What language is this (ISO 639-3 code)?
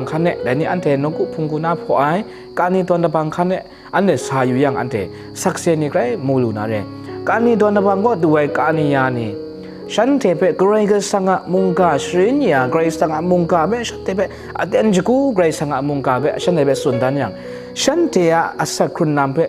kac